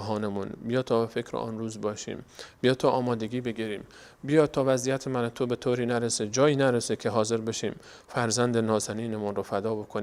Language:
Persian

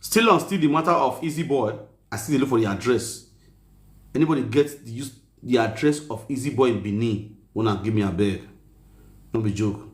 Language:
Nigerian Pidgin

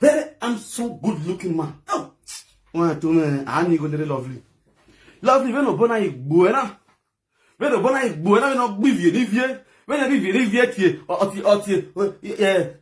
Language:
Nigerian Pidgin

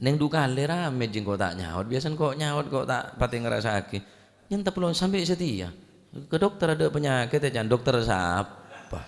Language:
Madurese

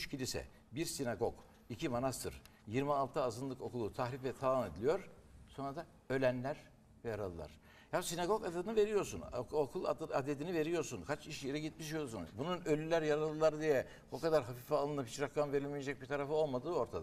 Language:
Turkish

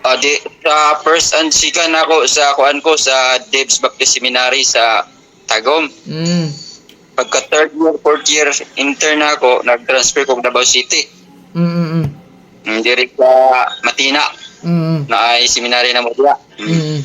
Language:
Cebuano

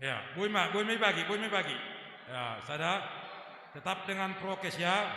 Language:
Batak Simalungun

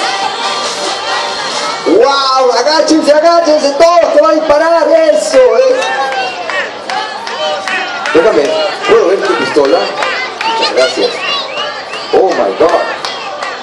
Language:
Spanish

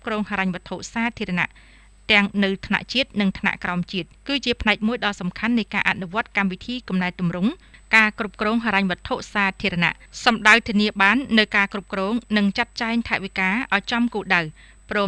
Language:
Khmer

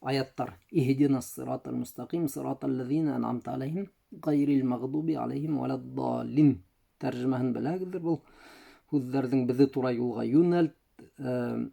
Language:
Bashkir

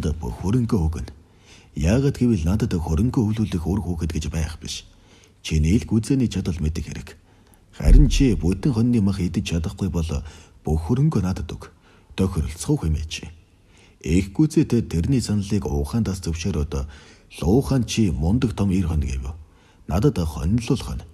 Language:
Mongolian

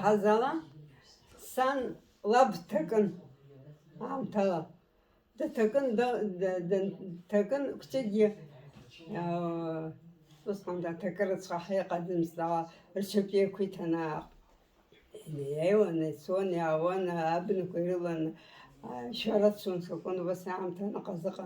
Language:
Abkhazian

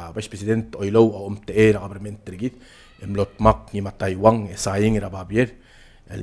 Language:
Palauan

